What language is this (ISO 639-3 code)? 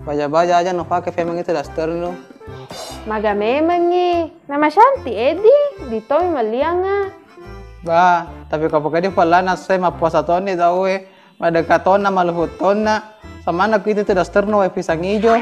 bug